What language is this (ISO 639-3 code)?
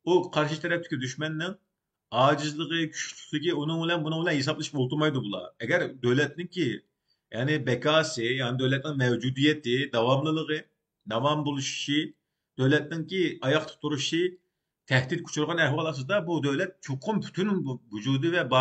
uig